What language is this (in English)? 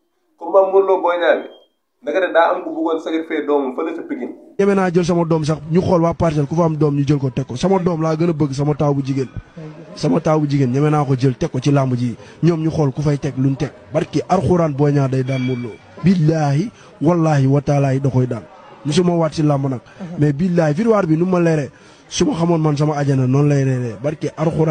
Wolof